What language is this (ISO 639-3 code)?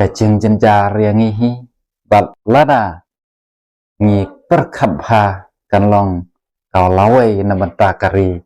kha